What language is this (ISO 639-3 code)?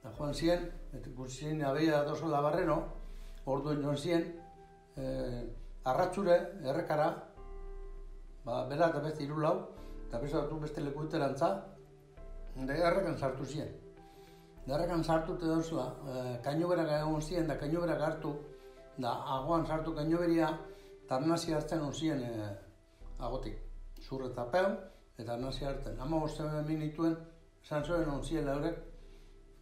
eus